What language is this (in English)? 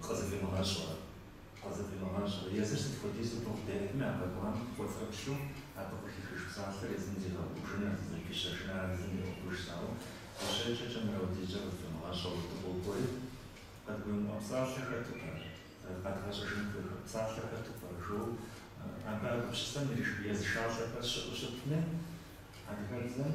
Kabardian